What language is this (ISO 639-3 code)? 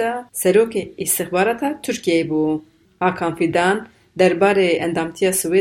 kur